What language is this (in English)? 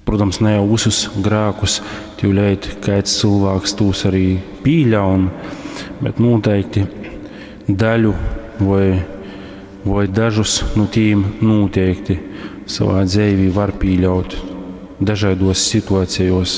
Latgalian